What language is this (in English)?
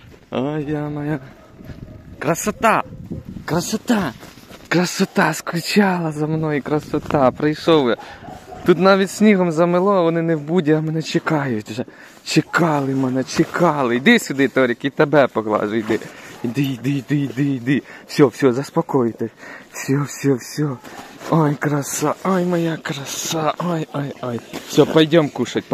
Ukrainian